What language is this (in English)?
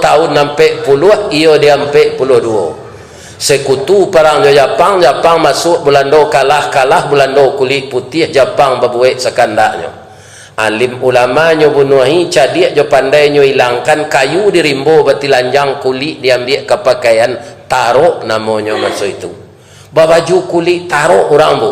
Minangkabau